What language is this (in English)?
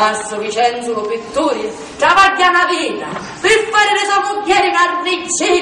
Sicilian